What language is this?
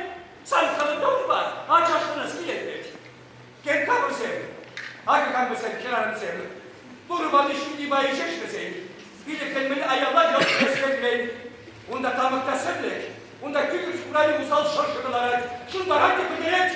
Chuvash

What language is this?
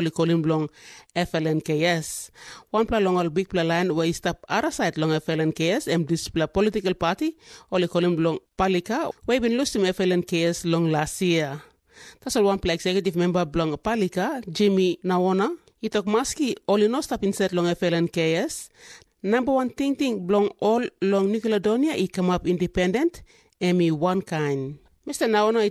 Tok Pisin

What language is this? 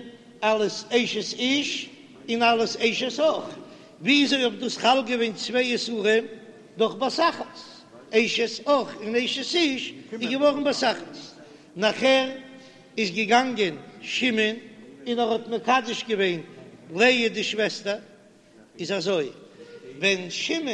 Yiddish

